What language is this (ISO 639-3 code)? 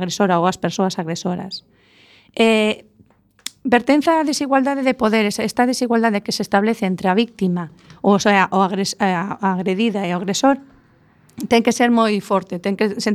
glg